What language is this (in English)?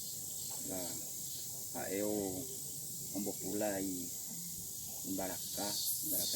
Guarani